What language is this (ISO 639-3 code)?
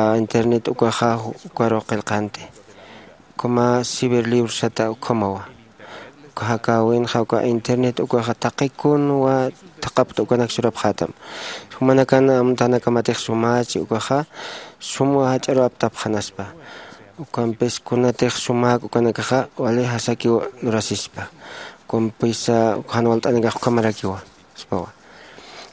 aym